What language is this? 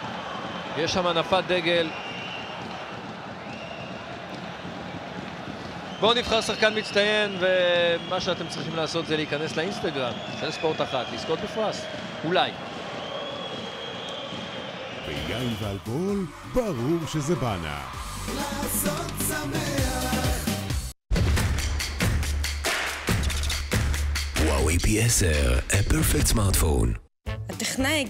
Hebrew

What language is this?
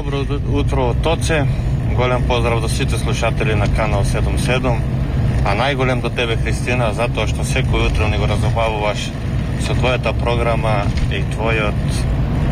Macedonian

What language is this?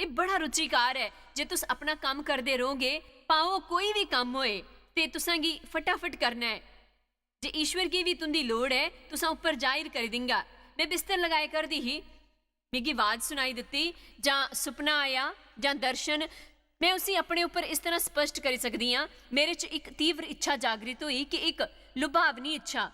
Dogri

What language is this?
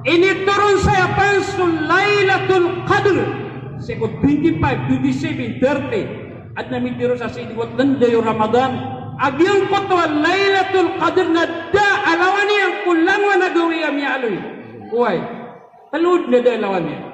Maranao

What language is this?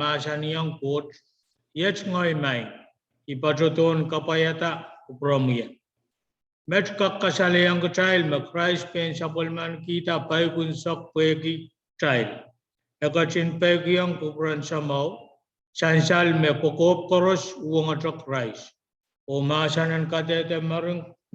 Pohnpeian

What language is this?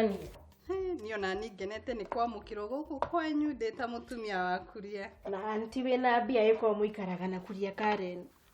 Kikuyu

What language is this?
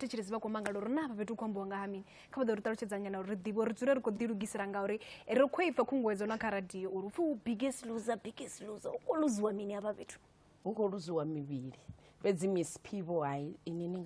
Venda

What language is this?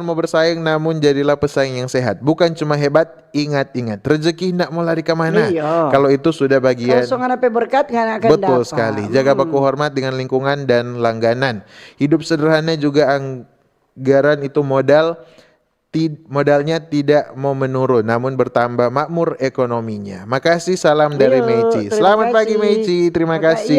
Manado Malay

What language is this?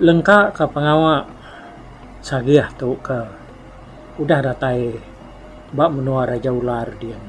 Iban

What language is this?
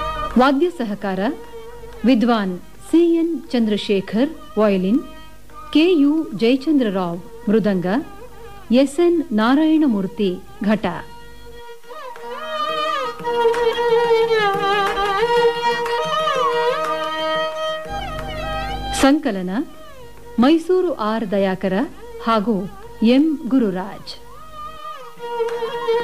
Kannada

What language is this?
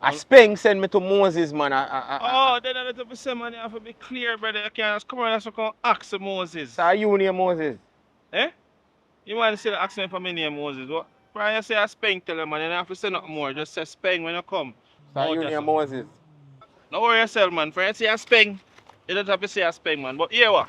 Jamaican Creole English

